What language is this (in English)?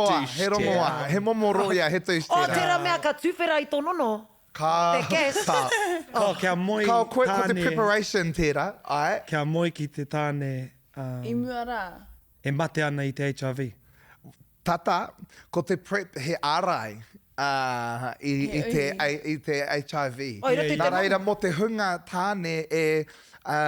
Māori